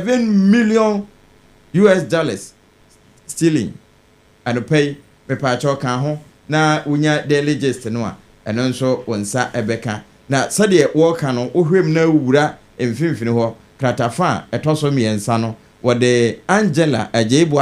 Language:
Akan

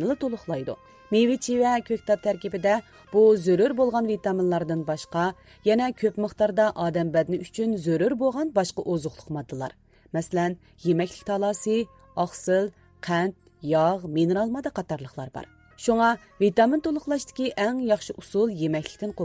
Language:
Uyghur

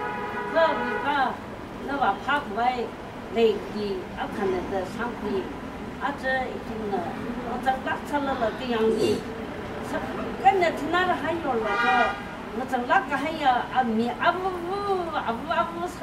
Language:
Tangkhul Naga (India)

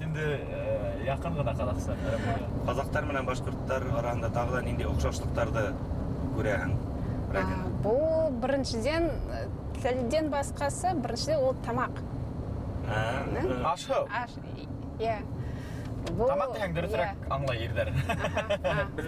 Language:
Bashkir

